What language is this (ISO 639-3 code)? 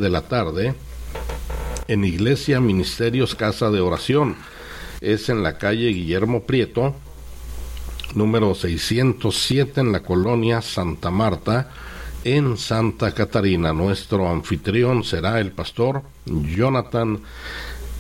spa